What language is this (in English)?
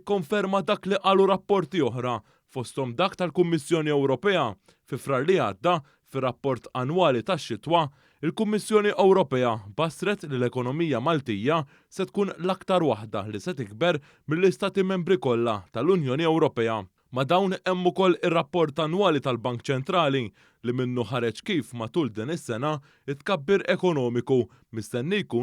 Maltese